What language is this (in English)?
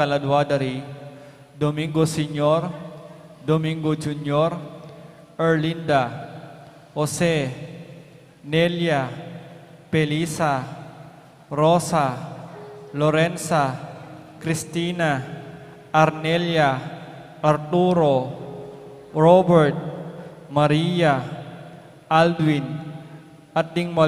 Pampanga